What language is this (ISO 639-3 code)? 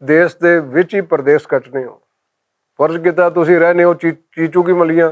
lah